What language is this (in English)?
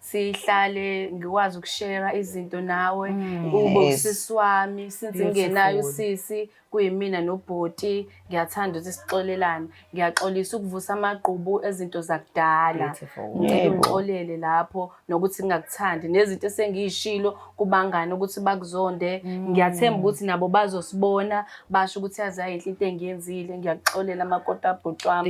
Zulu